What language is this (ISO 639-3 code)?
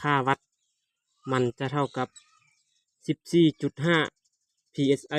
lao